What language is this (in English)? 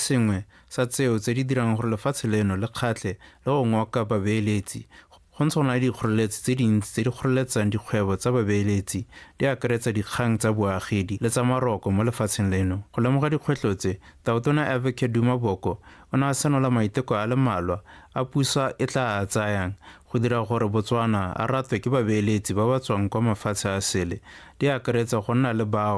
Tswana